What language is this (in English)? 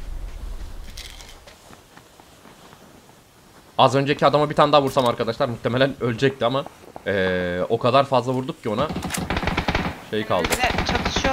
Turkish